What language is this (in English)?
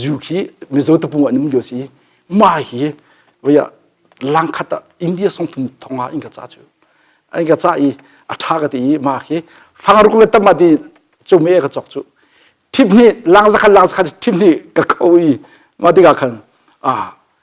Hakha Chin